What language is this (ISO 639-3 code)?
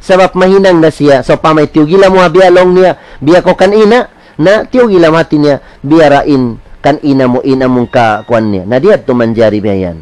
tsg